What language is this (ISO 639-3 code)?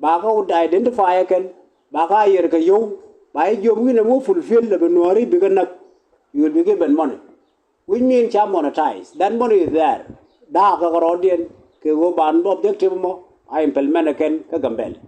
nus